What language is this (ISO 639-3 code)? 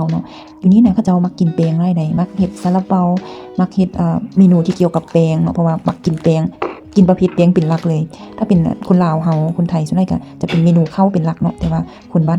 lao